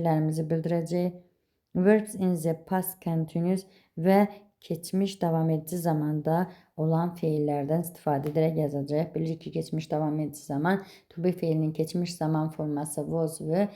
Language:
Azerbaijani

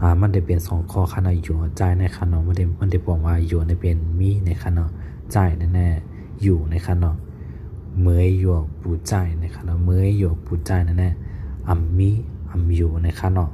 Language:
Shan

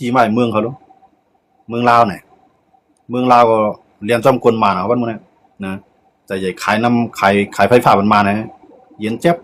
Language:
Shan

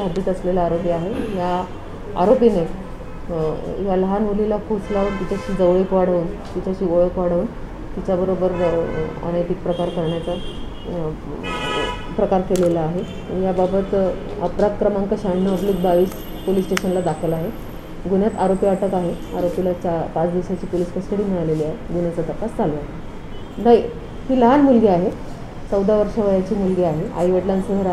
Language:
Marathi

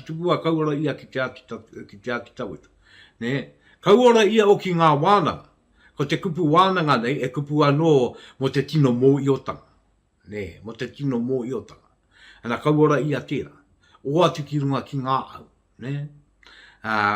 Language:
Māori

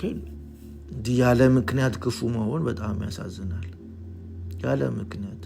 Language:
Amharic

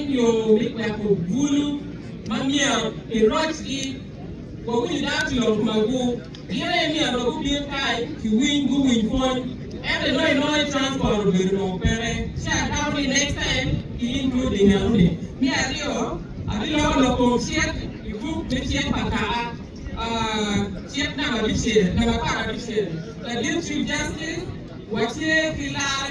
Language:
Acoli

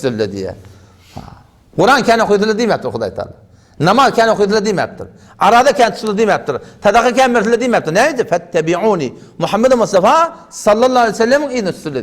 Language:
Turkmen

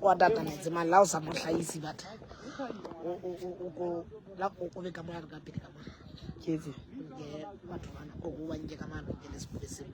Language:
Southern Sotho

